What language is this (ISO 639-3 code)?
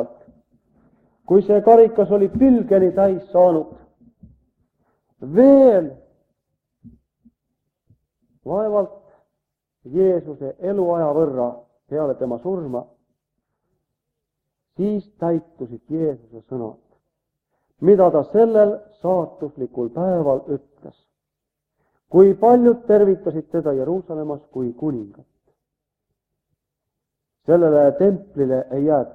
est